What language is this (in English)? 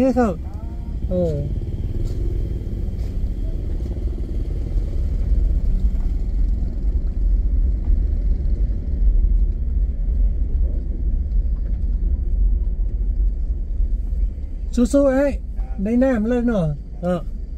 Thai